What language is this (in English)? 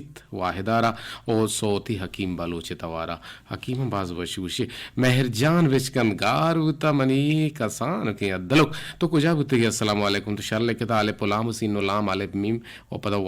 Eastern Balochi